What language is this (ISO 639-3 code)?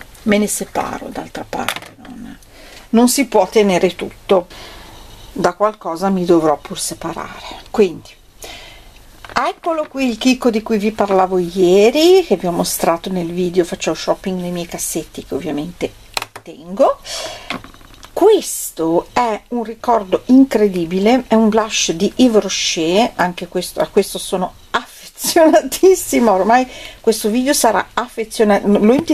ita